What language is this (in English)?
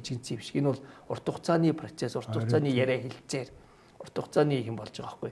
Mongolian